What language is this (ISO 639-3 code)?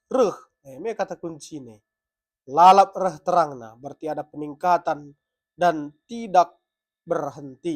btx